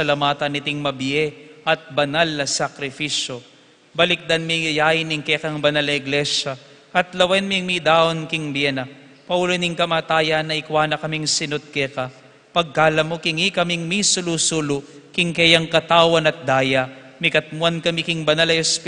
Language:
Pampanga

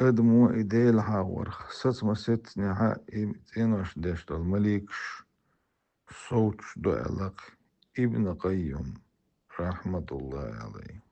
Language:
Chechen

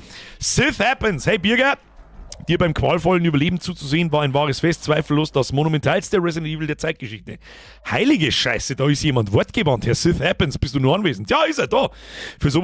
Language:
Bavarian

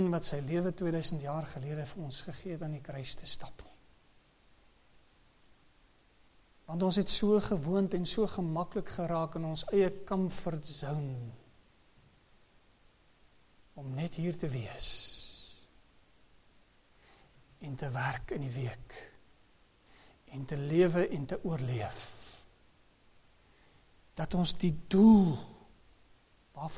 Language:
Afrikaans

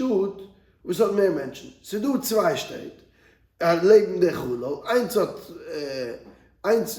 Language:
Yiddish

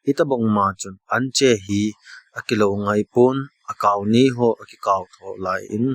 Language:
Thado Chin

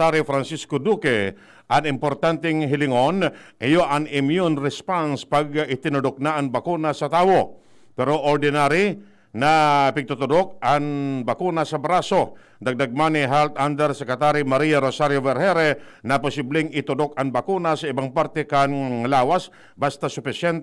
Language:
Bikol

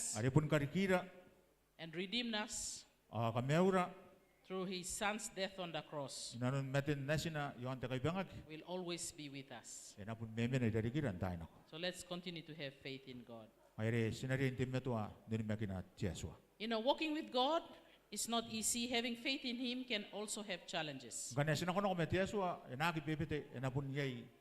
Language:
Gilbertese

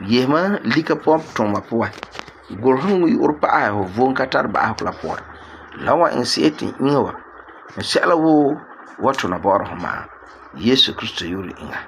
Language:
Frafra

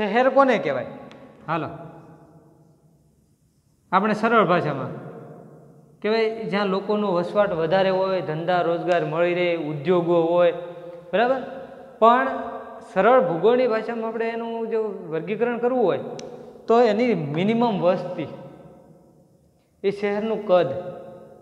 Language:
Gujarati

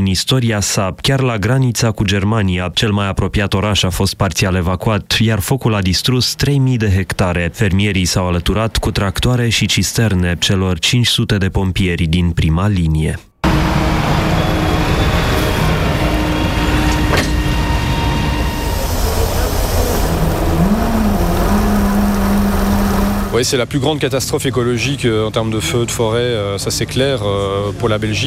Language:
Romanian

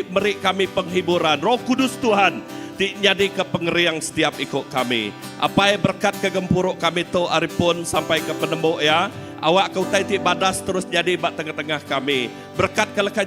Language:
Iban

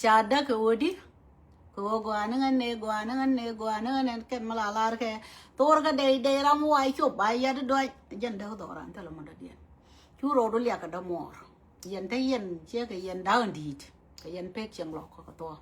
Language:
Nuer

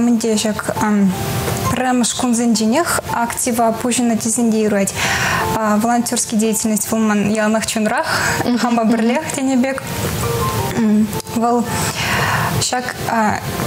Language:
Chuvash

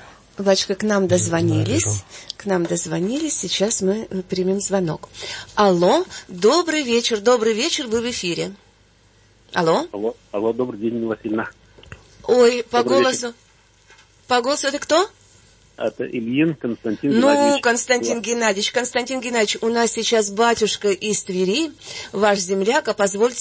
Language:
Russian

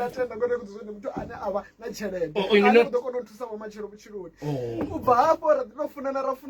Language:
Venda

